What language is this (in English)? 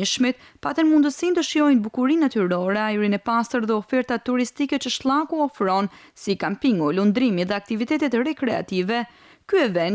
Albanian